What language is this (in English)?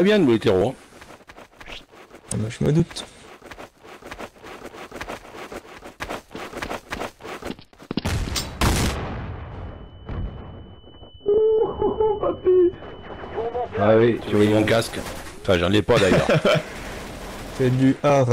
French